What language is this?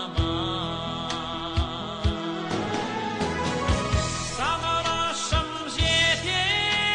Kazakh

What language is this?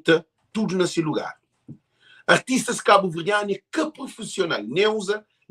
Kabuverdianu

